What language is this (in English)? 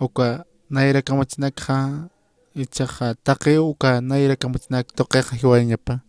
Aymara